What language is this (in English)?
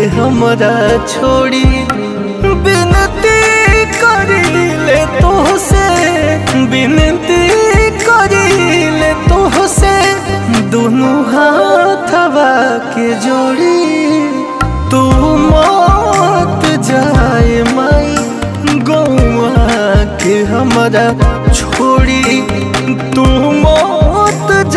Bhojpuri